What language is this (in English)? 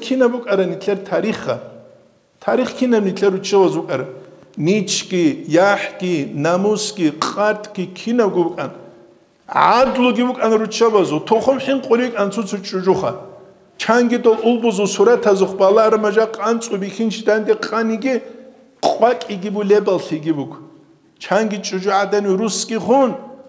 Avaric